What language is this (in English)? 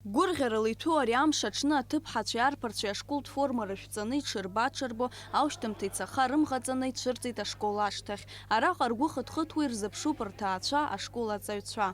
Abkhazian